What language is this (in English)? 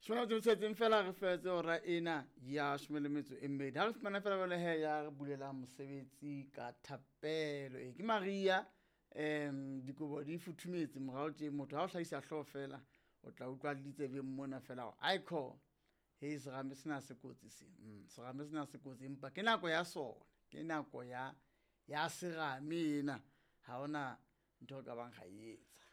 Southern Sotho